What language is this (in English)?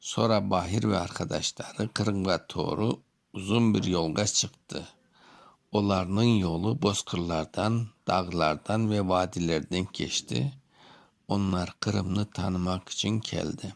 Crimean Tatar